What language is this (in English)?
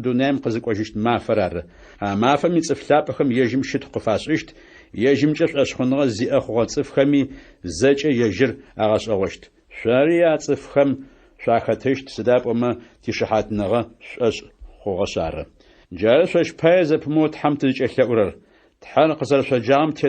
Adyghe